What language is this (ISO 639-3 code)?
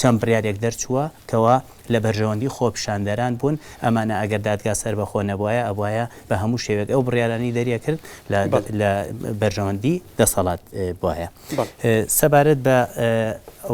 ckb